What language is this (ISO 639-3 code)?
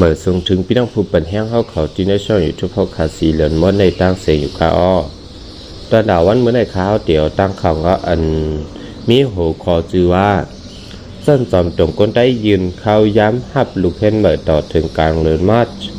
shn